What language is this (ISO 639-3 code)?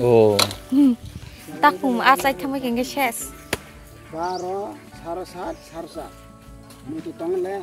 trp